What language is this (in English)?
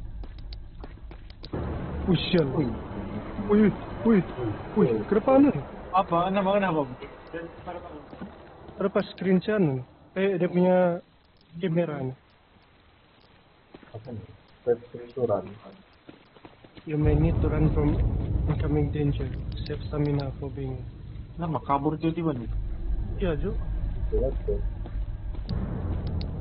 Indonesian